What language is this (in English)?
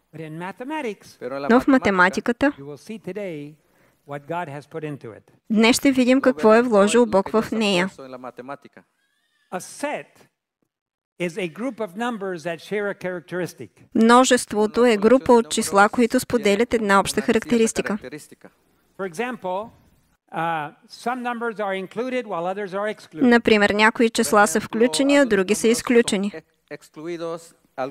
Bulgarian